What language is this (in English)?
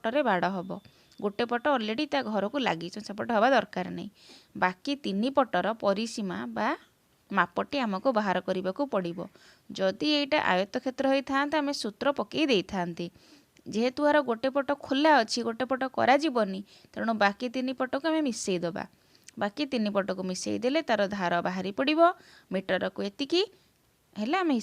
Odia